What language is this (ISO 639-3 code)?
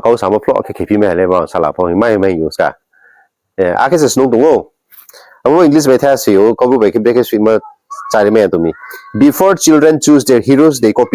ria